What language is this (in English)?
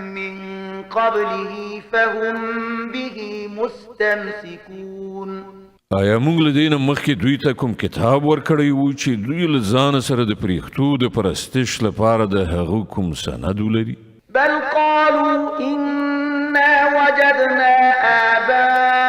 Pashto